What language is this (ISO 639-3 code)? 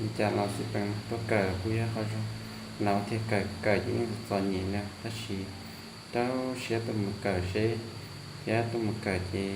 hmn